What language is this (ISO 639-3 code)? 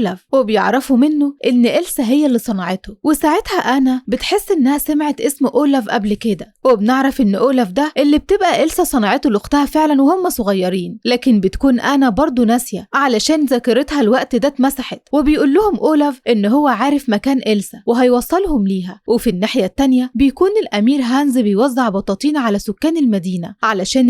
arz